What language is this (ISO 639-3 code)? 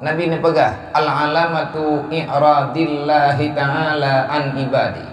ace